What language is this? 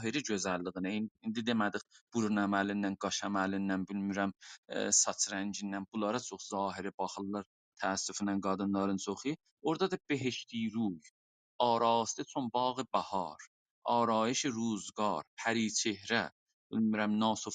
South Azerbaijani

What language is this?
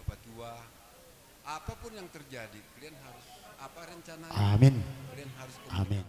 Batak Simalungun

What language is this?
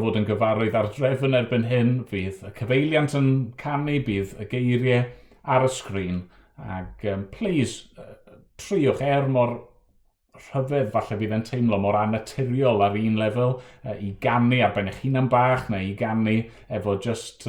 Welsh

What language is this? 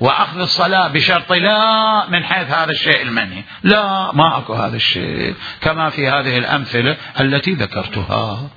Mesopotamian Arabic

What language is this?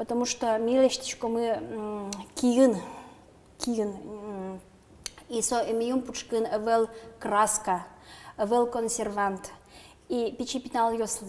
Udmurt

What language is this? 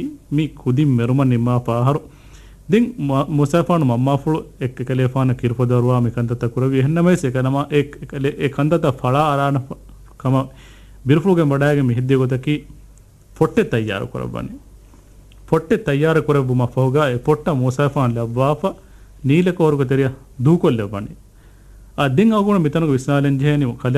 Divehi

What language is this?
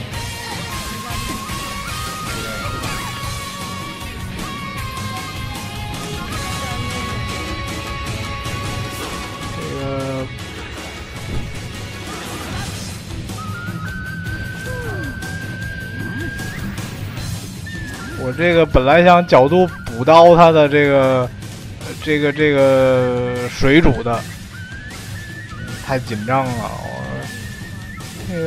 Chinese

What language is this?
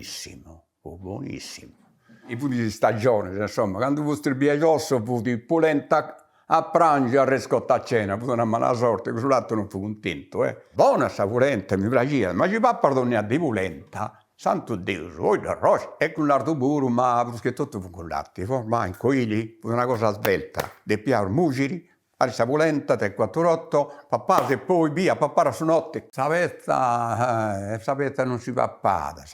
Sardinian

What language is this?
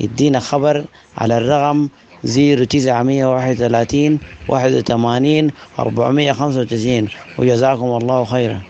Sudanese Arabic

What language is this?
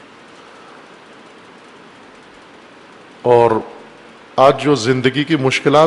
Urdu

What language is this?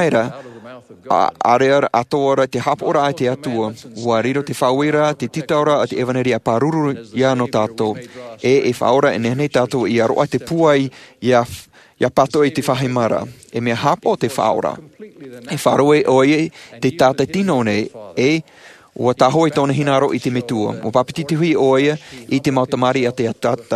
Tahitian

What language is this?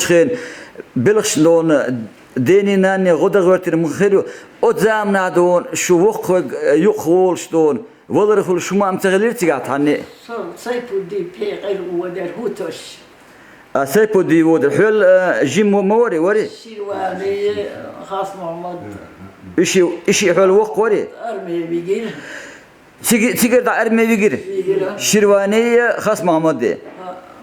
Chechen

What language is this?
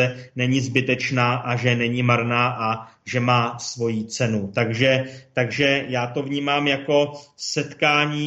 Czech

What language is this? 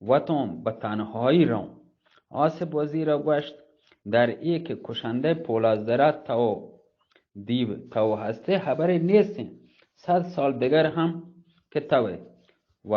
Eastern Balochi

